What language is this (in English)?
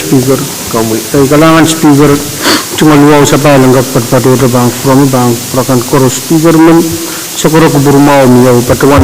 Pohnpeian